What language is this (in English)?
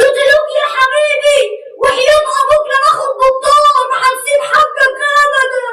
Egyptian Arabic